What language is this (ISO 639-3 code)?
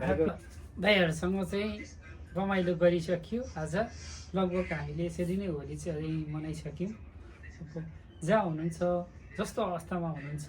nep